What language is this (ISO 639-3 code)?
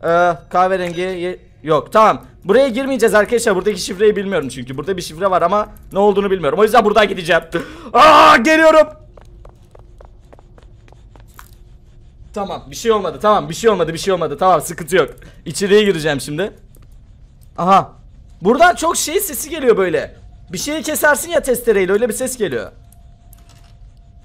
tur